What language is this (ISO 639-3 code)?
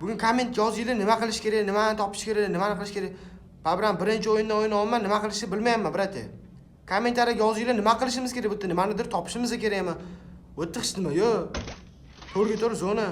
uzb